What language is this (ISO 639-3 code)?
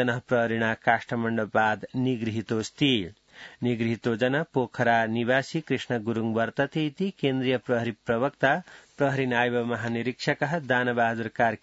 san